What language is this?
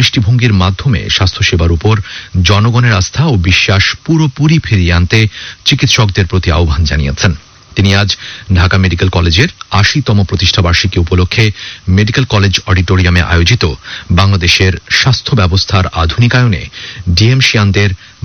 Bangla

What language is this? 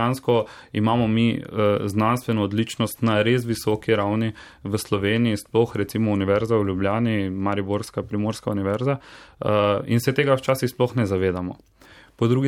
Slovenian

